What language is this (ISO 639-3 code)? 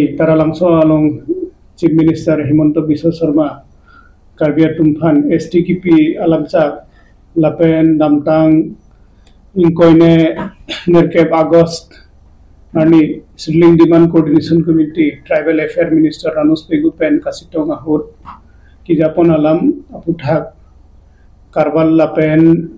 mjw